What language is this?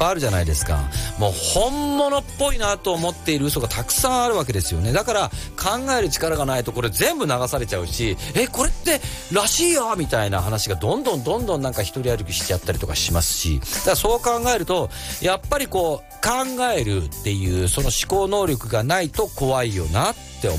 Japanese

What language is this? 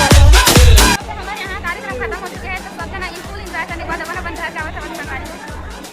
Chhattisgarhi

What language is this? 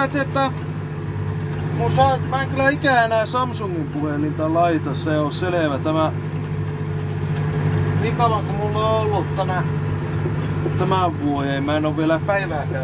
Finnish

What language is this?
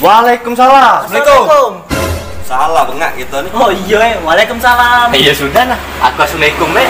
Musi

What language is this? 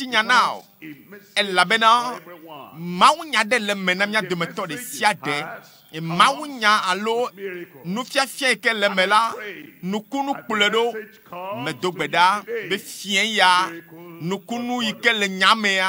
Ewe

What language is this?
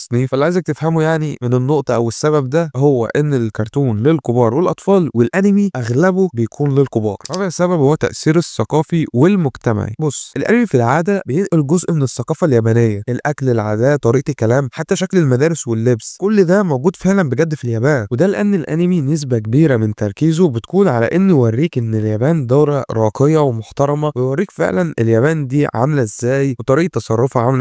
Egyptian Arabic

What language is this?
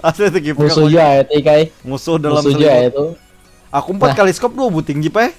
Banjar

